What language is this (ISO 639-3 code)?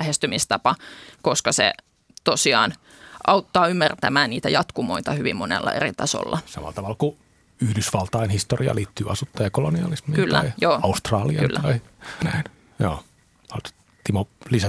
fin